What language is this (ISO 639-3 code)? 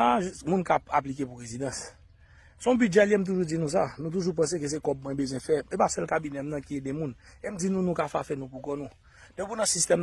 hat